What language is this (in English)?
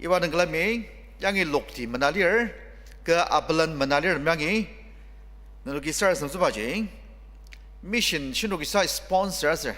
Ao Naga